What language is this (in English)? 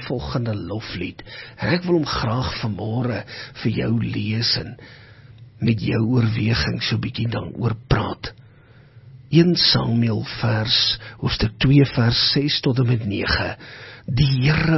Afrikaans